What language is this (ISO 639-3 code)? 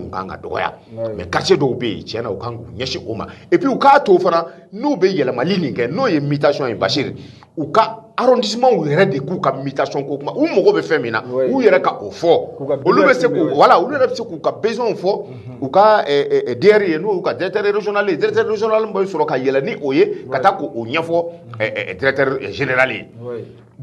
bam